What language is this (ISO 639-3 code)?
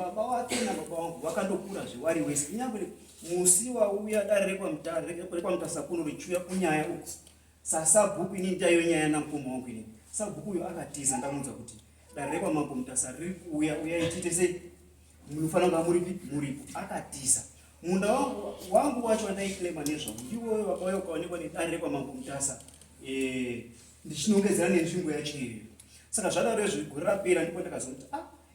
sna